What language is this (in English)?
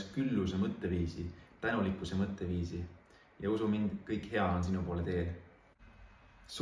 Estonian